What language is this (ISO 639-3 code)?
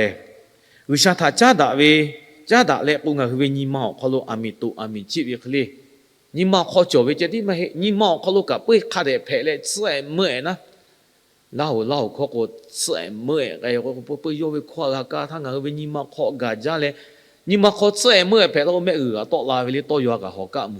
lhu